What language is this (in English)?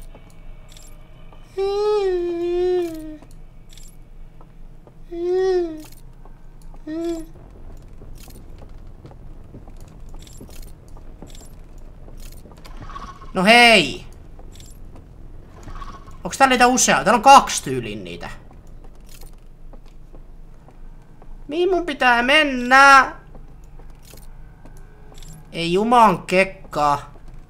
Finnish